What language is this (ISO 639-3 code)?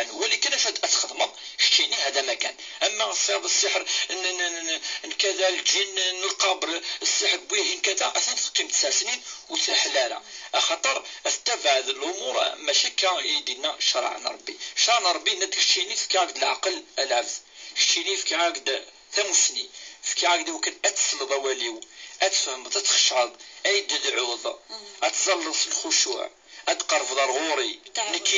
kab